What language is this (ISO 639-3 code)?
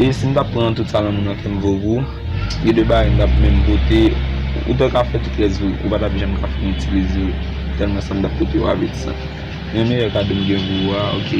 hat